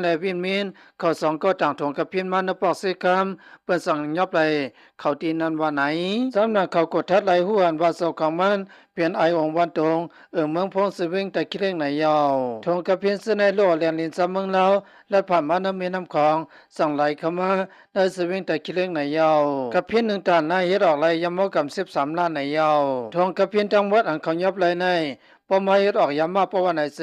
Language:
Shan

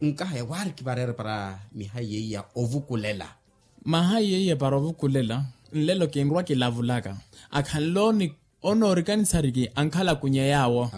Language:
Makhuwa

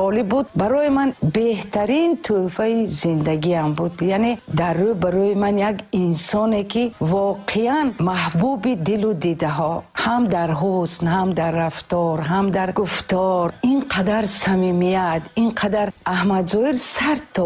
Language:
Tajik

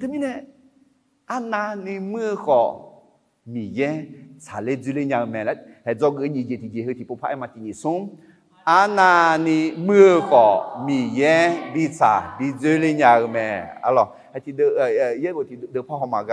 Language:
Akha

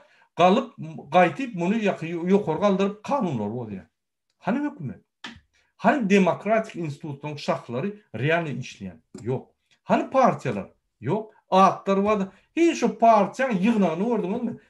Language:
Turkmen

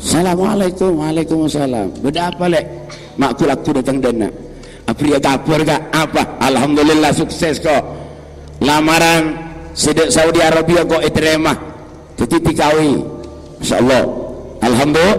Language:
Madurese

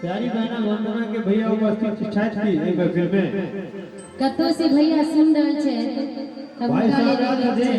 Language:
Maithili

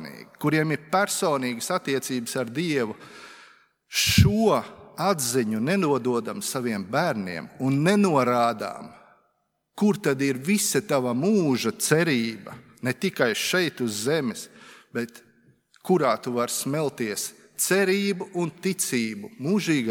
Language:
Latvian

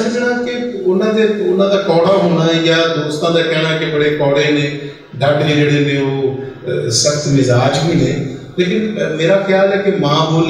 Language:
Western Panjabi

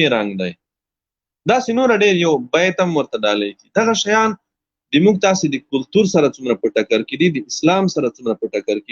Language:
Pashto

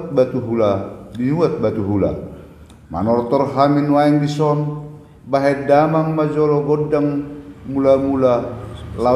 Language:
Batak Toba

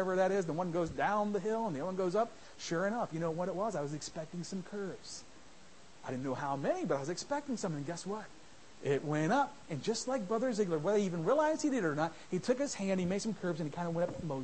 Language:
English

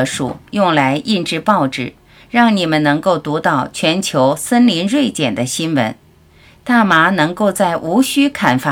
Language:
Chinese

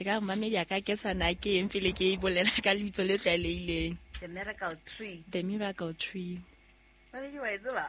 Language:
Southern Sotho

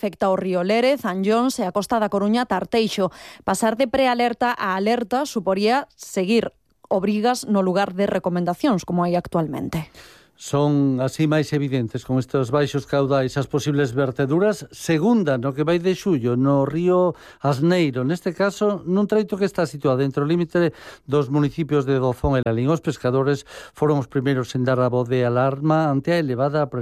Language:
Galician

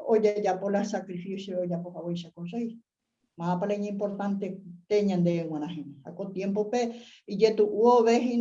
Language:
Guarani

